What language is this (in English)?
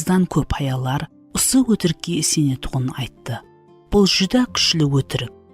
Kara-Kalpak